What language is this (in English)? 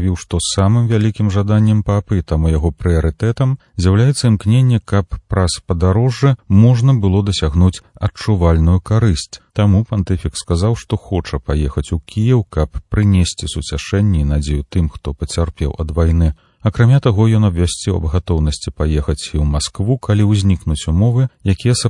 Belarusian